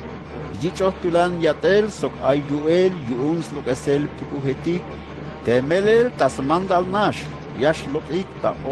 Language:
Tzeltal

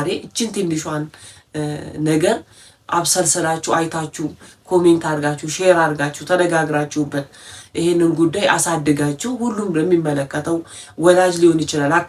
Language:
Amharic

